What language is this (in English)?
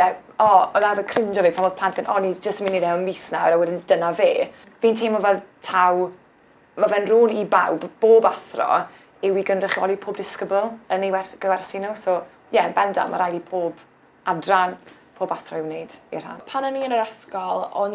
Welsh